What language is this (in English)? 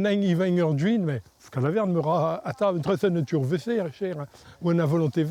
Breton